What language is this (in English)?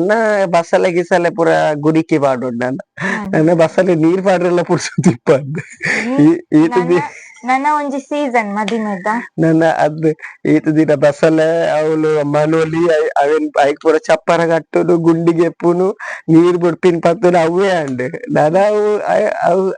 Tulu